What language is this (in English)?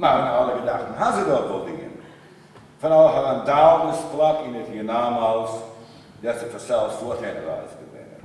Western Frisian